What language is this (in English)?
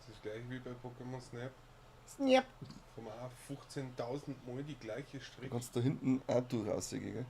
Bavarian